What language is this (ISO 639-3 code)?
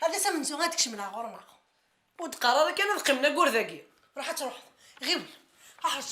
kab